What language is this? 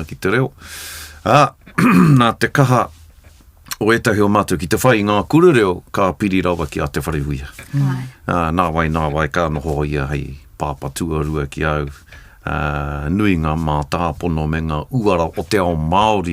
Māori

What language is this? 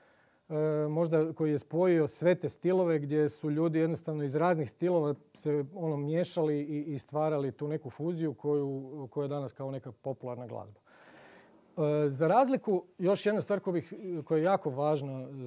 Croatian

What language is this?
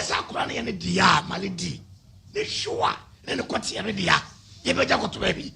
Akan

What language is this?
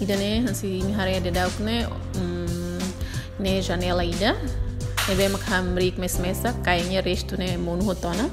Tetum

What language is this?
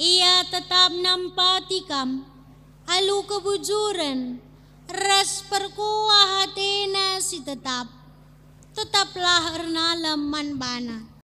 Batak Karo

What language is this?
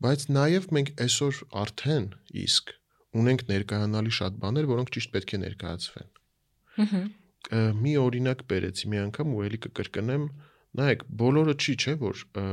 Armenian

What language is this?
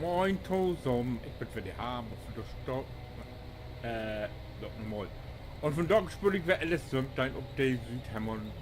Low German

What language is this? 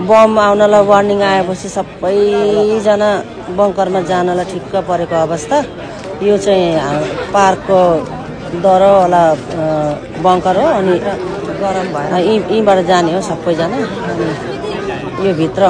Nepali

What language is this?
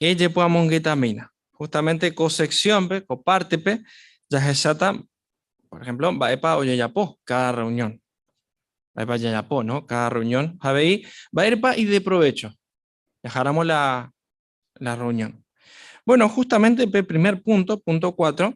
Guarani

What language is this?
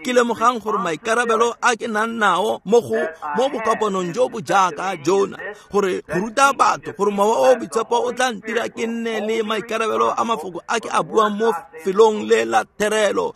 Tswana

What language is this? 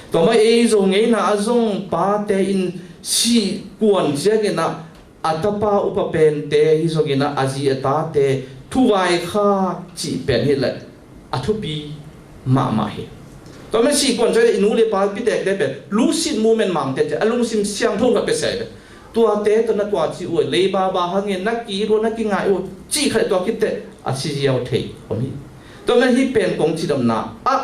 Tedim Chin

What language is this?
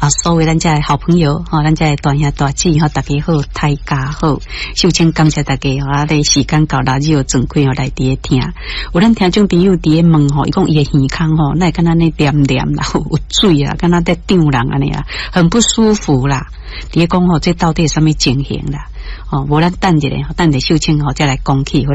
Min Nan Chinese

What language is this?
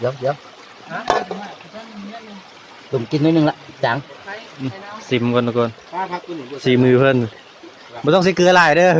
Northeastern Thai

